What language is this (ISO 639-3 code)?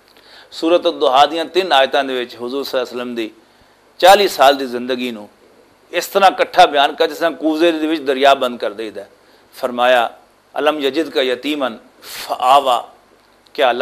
lah